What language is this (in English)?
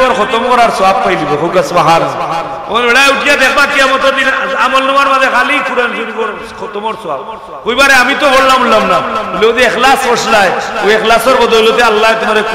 Sylheti